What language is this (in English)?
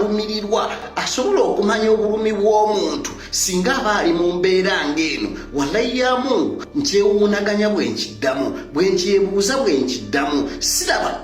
Ganda